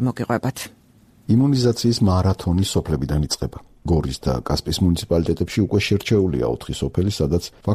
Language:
Georgian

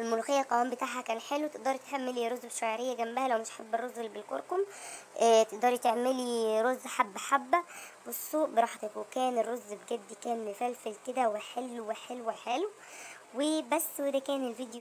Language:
Egyptian Arabic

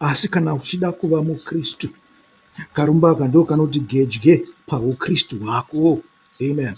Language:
Shona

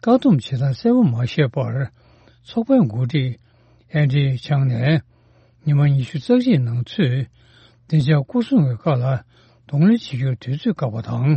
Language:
Tibetan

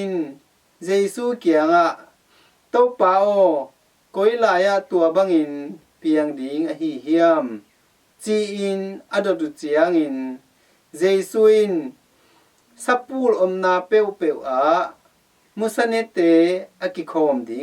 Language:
Tedim Chin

